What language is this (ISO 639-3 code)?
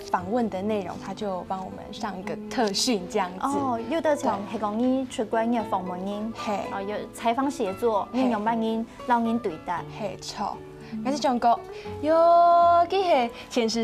hak